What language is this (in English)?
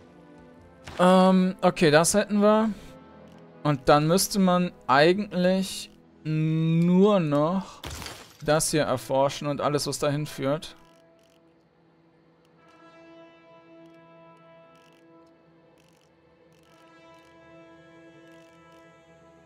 German